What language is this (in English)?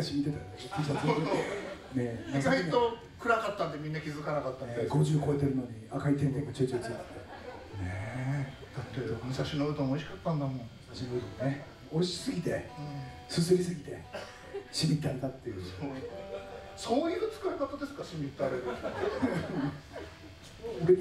Japanese